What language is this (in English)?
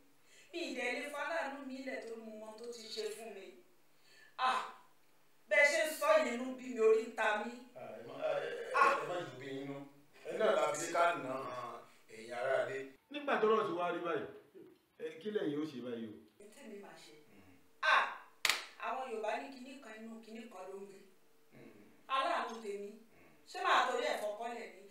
Yoruba